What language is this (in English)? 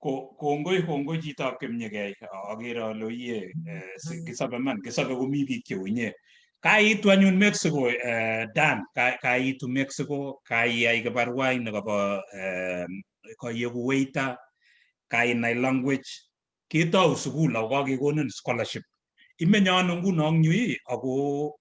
Kalenjin